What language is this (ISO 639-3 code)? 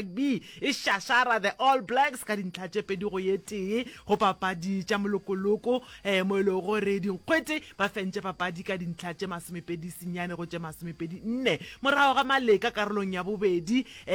nso